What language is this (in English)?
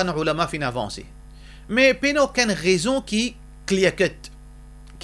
Morisyen